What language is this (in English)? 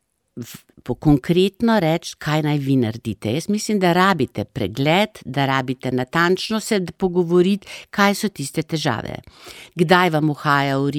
Slovenian